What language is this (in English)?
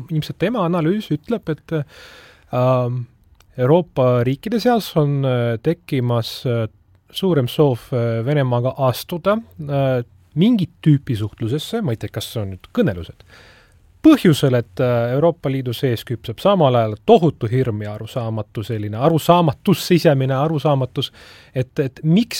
Estonian